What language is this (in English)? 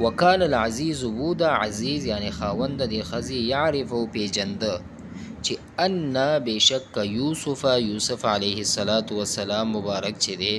Pashto